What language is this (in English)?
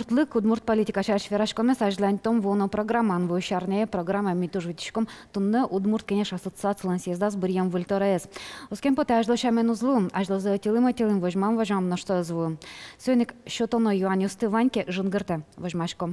Udmurt